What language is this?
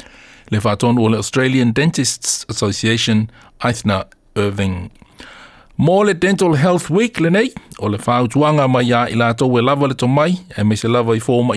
Samoan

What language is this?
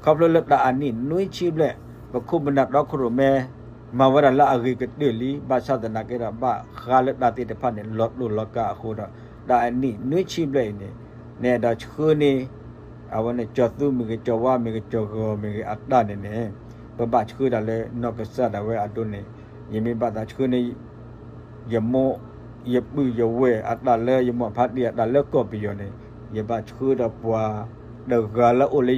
S'gaw Karen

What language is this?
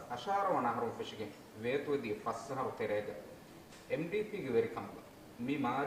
Divehi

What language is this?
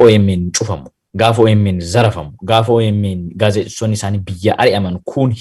Oromo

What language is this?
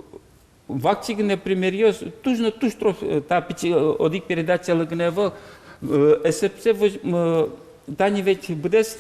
Udmurt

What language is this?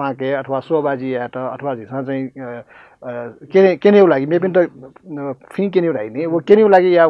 Newari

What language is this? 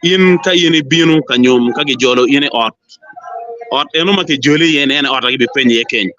Acoli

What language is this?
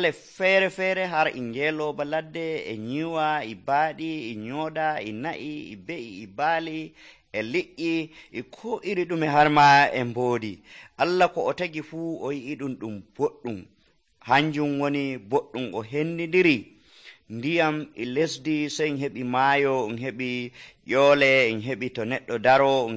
Nigerian Fulfulde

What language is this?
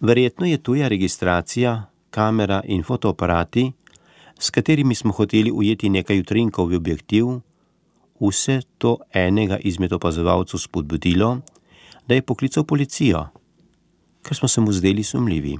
Slovenian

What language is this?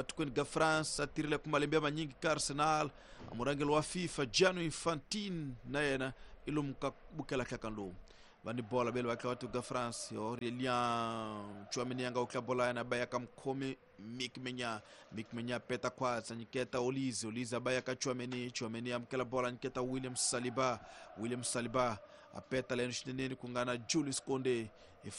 Tsonga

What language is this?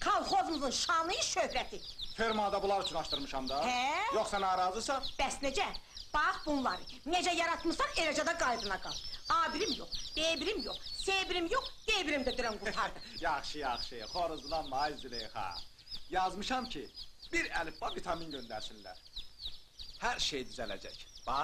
Azerbaijani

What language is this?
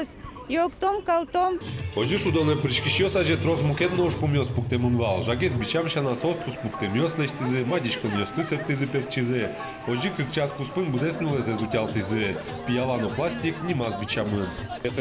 Udmurt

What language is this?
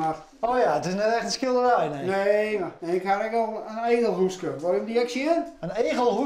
Western Frisian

